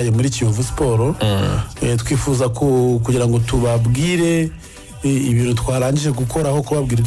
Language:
Kinyarwanda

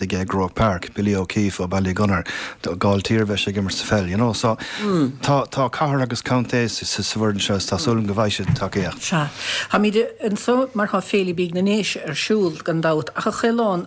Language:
Irish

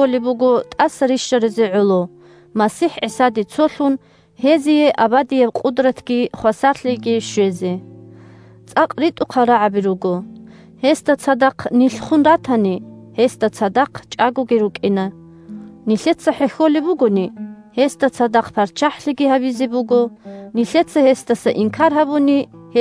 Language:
Avaric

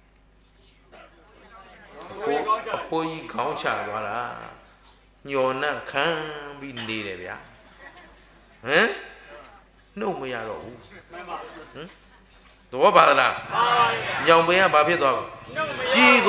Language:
Burmese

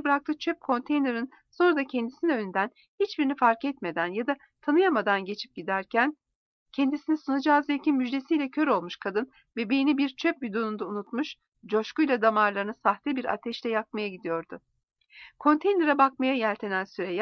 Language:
Turkish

